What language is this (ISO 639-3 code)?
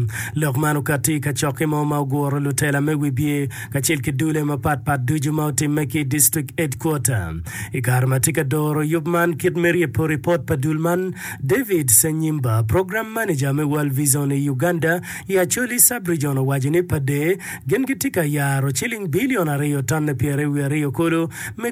ach